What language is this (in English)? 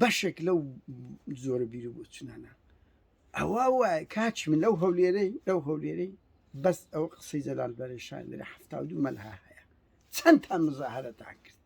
Central Kurdish